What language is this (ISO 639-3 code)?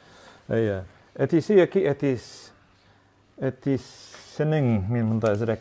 tat